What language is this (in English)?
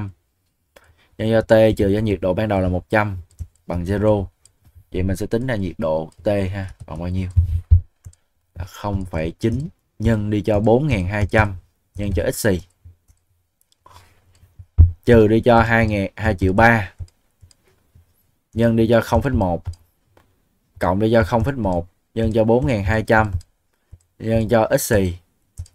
Vietnamese